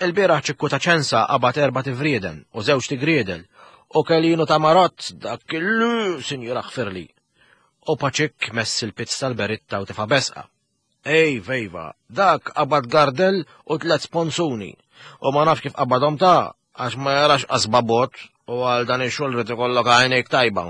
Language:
Maltese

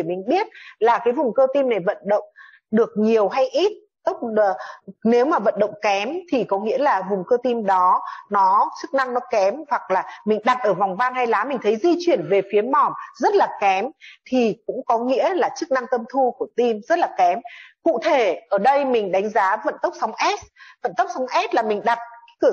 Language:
Vietnamese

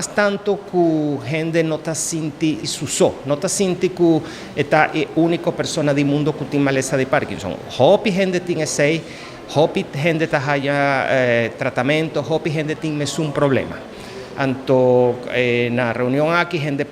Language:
Papiamento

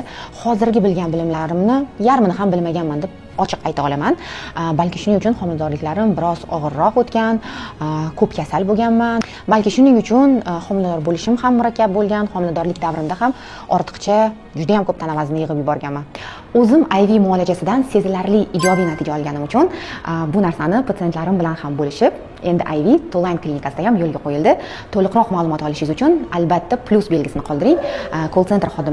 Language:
Uzbek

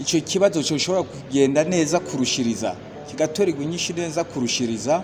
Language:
Rundi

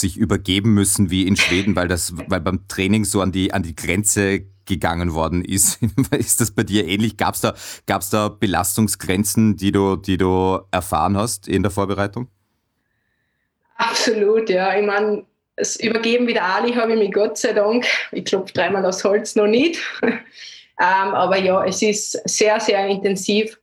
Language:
German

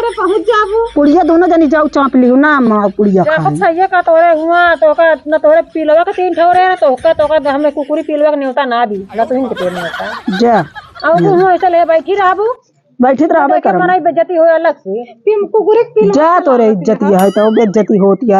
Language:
Awadhi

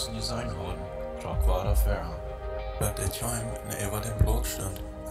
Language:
Plautdietsch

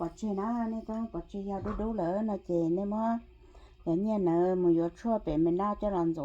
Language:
Hmong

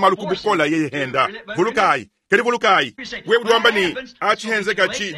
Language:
Luba-Lulua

